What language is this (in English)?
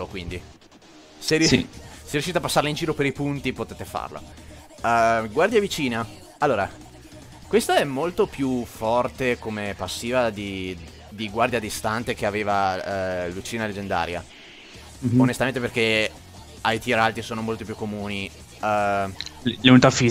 Italian